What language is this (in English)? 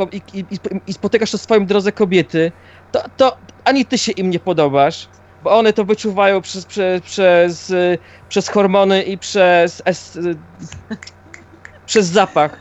Polish